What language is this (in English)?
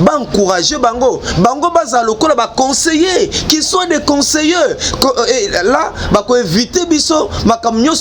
Lingala